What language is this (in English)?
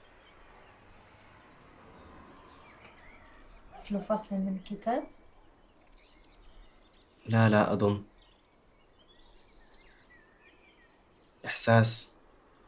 Arabic